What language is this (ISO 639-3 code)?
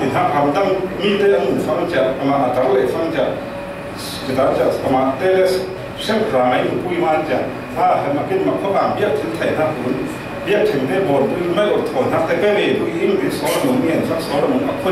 cfm